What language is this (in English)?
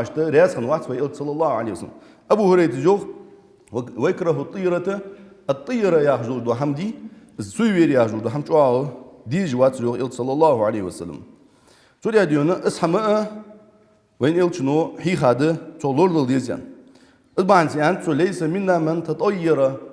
Ingush